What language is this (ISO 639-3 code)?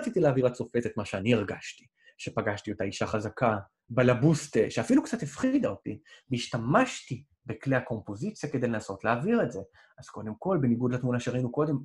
heb